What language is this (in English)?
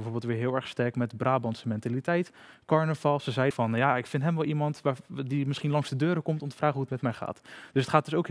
Dutch